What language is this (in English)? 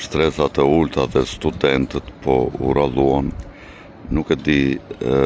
Albanian